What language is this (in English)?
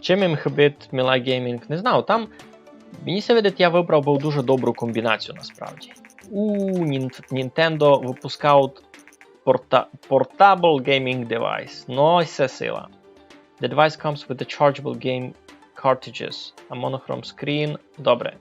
Rusyn